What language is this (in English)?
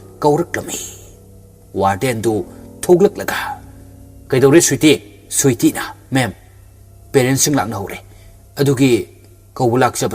Manipuri